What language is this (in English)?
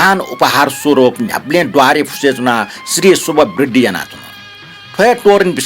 Newari